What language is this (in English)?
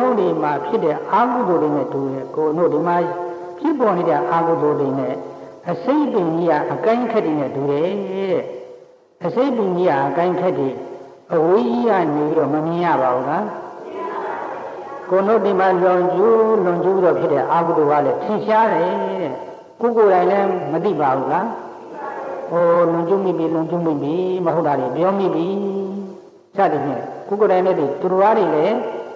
Burmese